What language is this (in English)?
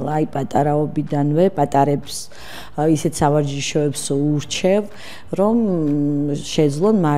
Georgian